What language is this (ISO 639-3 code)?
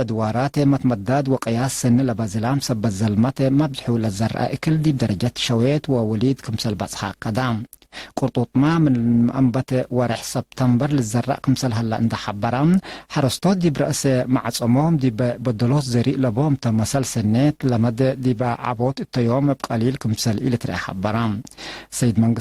tig